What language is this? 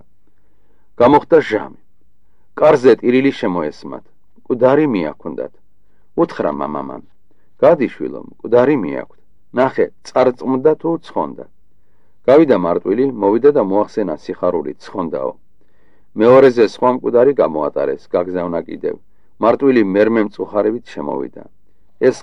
Georgian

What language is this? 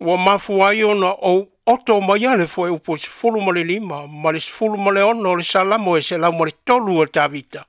Samoan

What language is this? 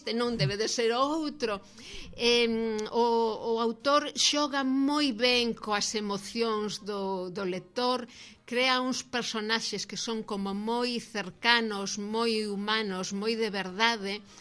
Galician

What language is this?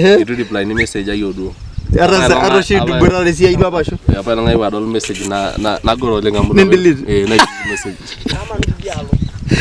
Masai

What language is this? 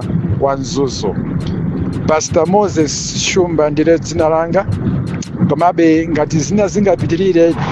Nyanja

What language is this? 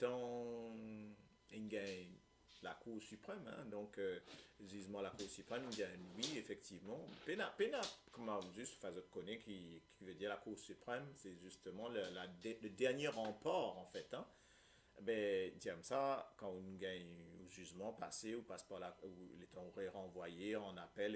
Morisyen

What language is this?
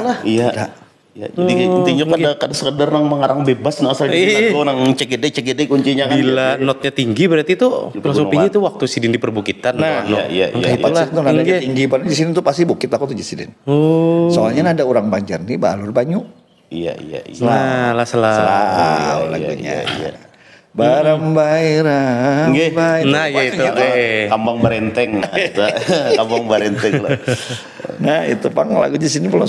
Banjar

